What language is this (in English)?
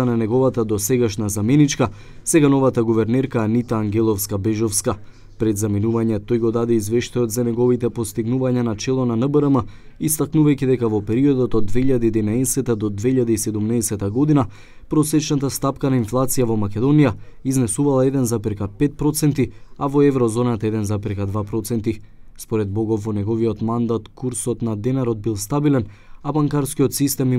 Macedonian